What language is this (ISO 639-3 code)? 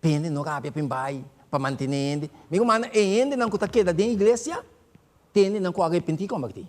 pap